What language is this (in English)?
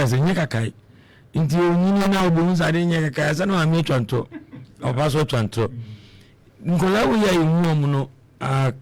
Akan